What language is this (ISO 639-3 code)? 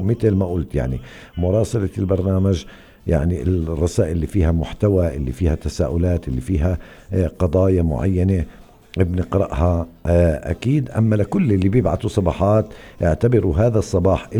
apc